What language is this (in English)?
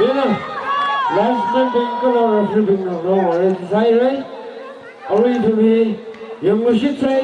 Tangkhul Naga (India)